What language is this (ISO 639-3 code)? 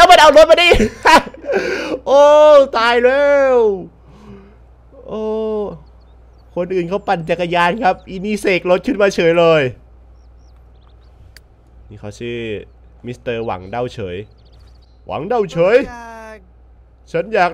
tha